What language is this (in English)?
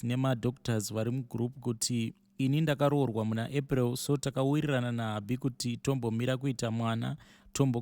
Shona